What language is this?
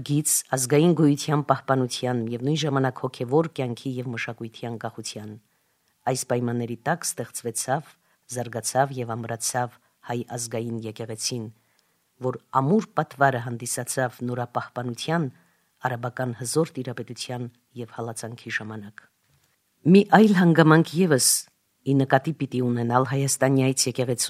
Armenian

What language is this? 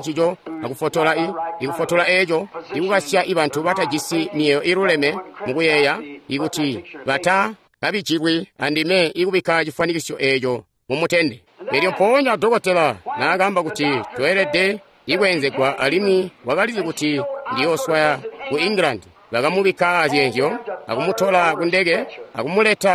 Tonga (Zambia)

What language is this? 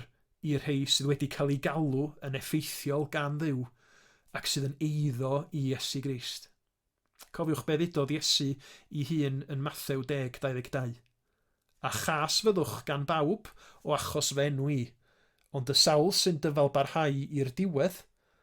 Welsh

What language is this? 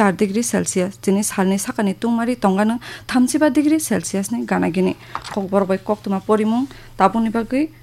Kok Borok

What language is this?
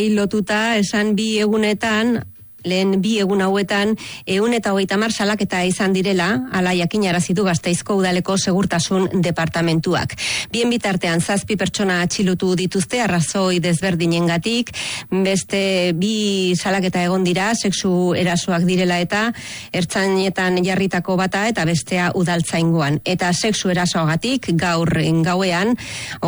Basque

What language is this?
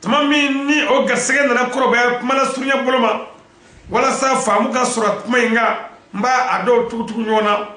Bambara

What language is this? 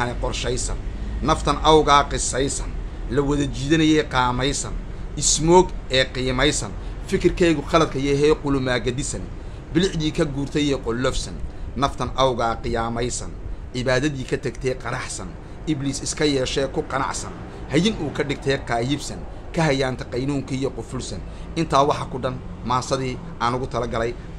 Somali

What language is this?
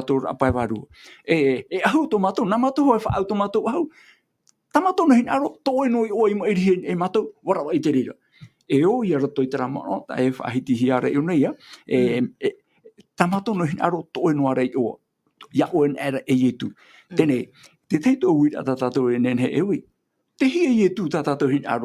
Tahitian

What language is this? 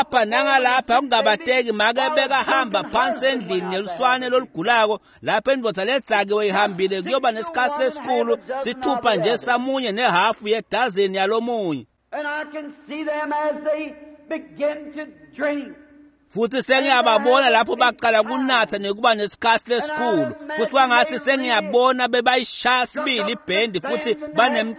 Swati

